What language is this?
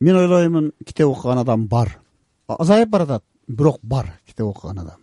Kyrgyz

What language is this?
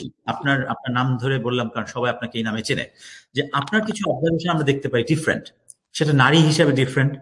Bangla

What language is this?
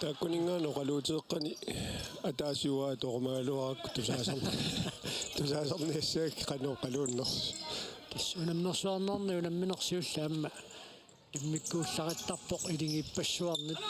Kalaallisut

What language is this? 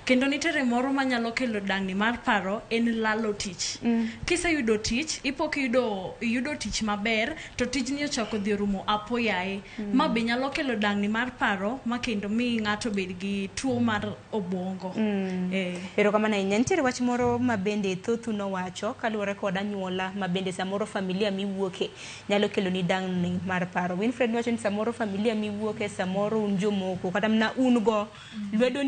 Luo (Kenya and Tanzania)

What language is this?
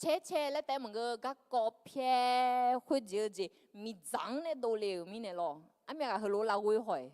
Akha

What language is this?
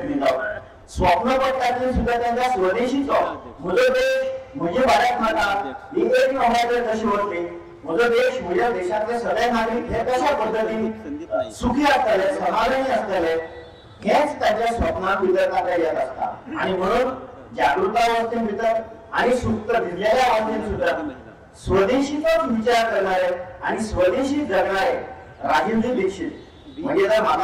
Hindi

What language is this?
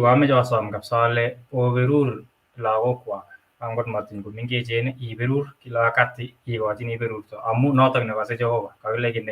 Kalenjin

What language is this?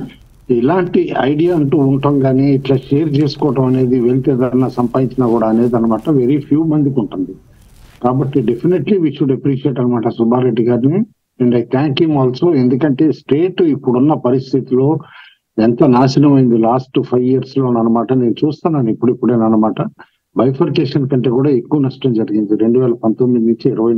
Telugu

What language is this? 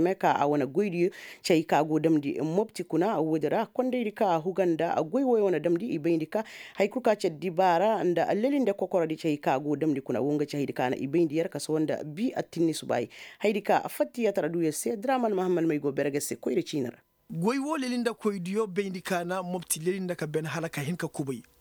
Koyraboro Senni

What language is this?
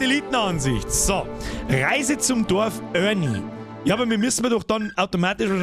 Bavarian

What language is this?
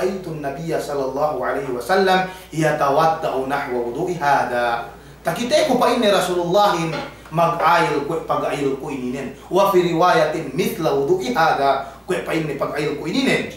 Yakan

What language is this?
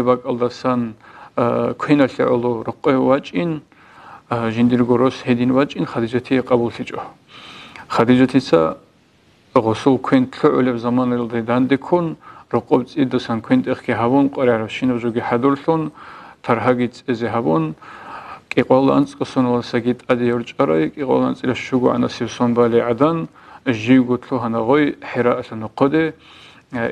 Avaric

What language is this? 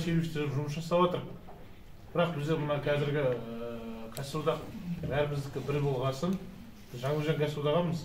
Kazakh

